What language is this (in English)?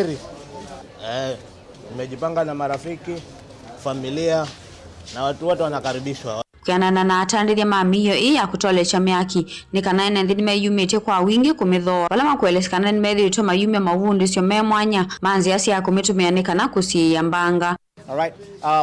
Kamba